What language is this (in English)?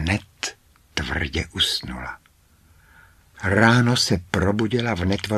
Czech